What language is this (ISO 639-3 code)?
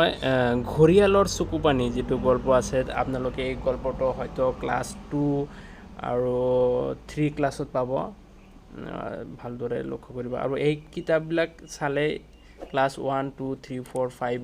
asm